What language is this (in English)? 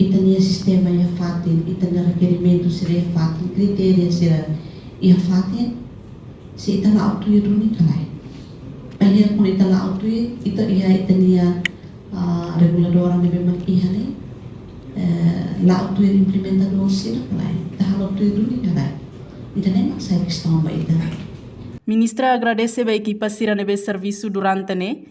Tetum